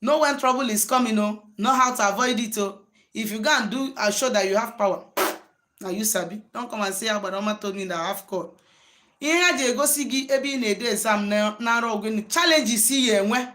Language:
Igbo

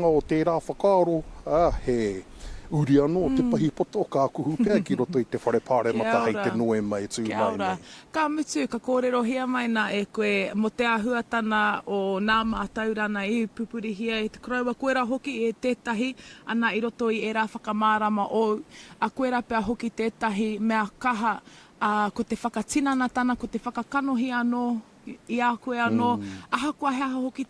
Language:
Māori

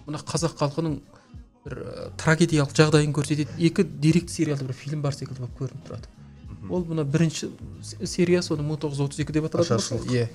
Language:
Kazakh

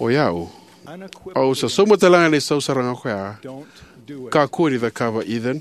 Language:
Fijian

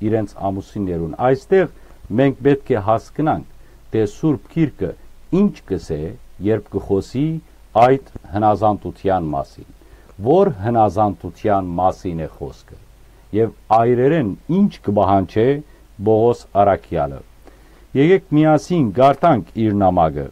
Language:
Western Armenian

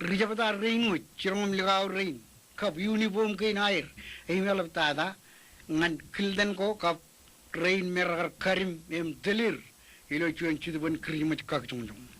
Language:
Marshallese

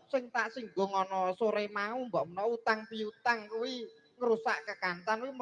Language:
Javanese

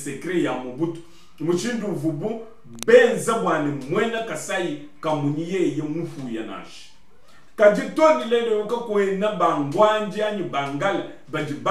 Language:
Luba-Lulua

